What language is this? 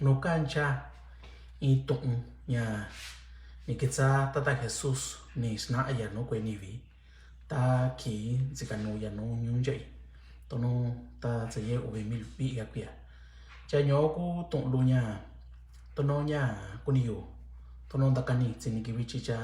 Mixtepec Mixtec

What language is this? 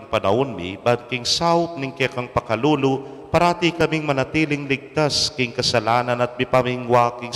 Pampanga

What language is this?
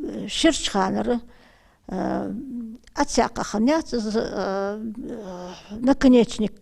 Ingush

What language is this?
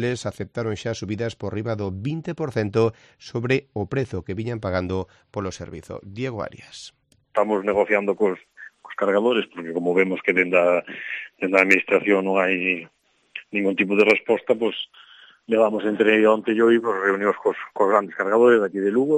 Galician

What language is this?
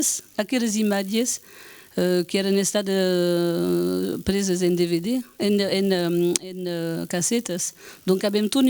Occitan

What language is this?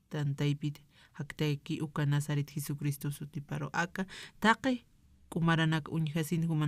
Aymara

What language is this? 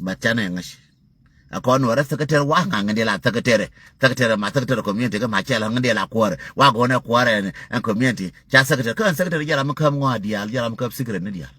Nuer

